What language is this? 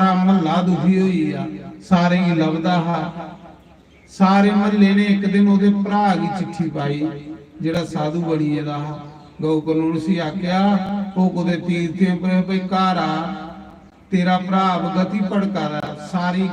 Dogri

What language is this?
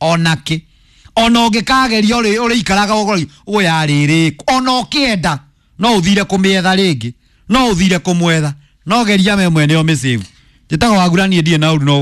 Kikuyu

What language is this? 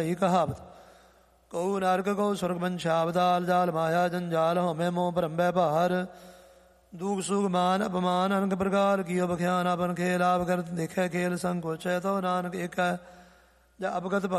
Punjabi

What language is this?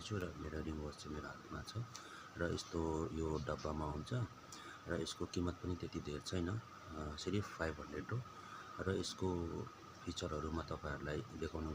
Nepali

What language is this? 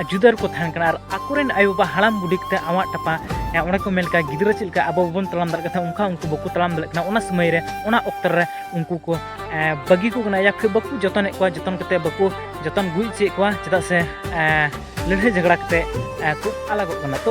Santali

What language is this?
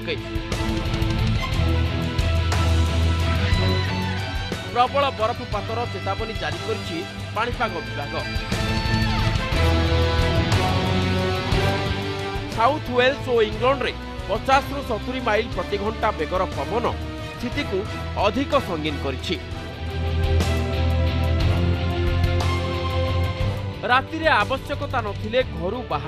Odia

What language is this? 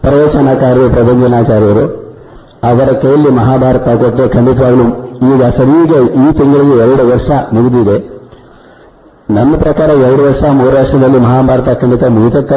Kannada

